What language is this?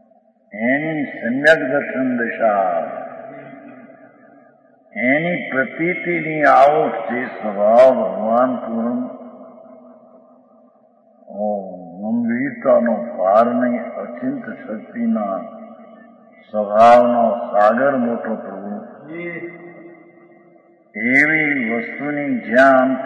Gujarati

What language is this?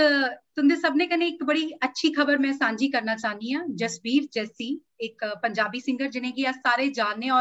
Dogri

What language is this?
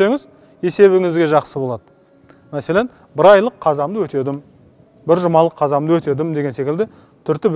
Kazakh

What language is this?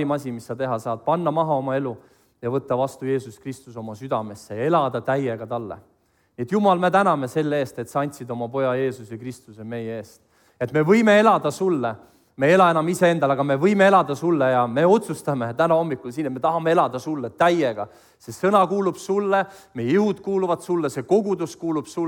Estonian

